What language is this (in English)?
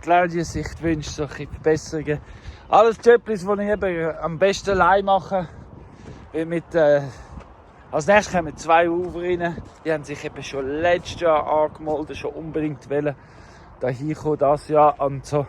Swiss German